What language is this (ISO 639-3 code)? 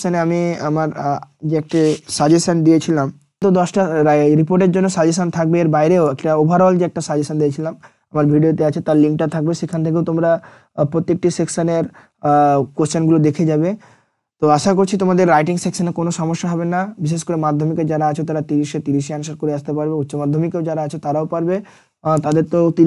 ben